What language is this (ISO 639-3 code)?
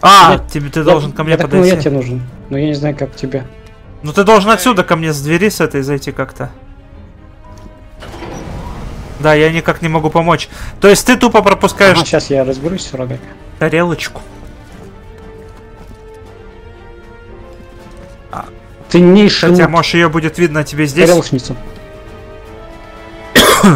rus